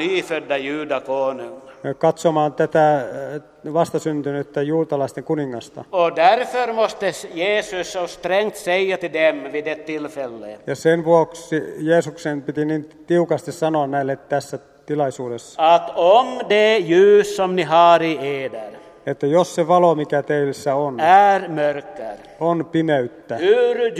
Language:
Swedish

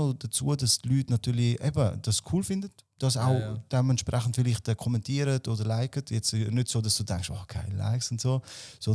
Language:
Swiss German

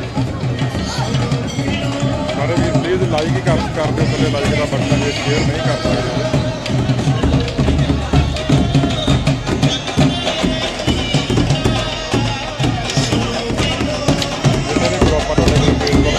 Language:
Punjabi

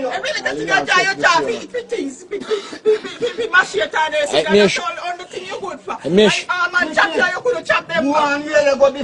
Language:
Jamaican Creole English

